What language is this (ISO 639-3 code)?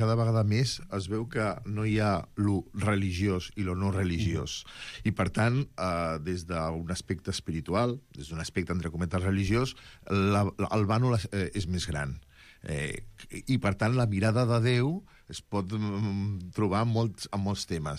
cat